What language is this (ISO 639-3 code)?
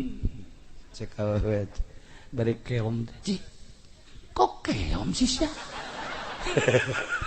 sun